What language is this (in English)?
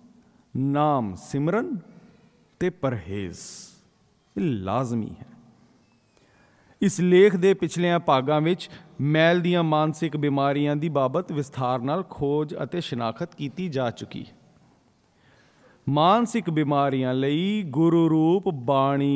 Punjabi